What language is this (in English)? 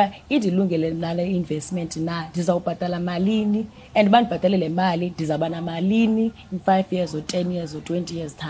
Xhosa